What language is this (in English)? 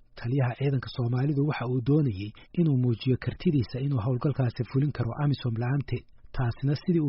Somali